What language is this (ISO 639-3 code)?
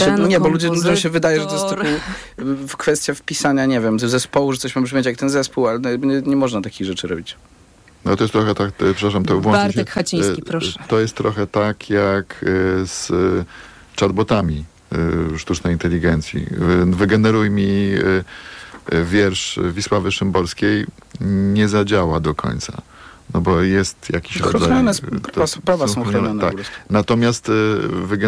pol